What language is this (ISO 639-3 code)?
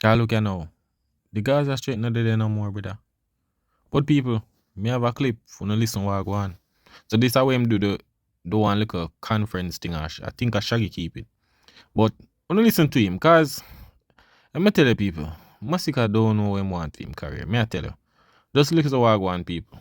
jam